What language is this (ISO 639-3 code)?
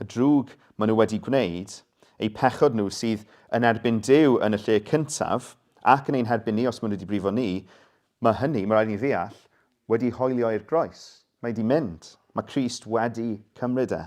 cym